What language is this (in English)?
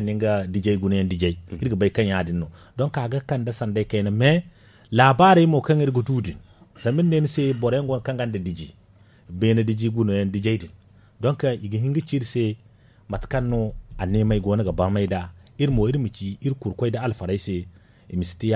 Zarma